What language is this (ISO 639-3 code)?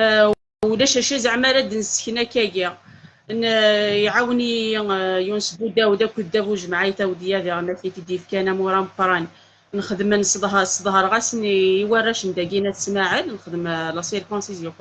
kab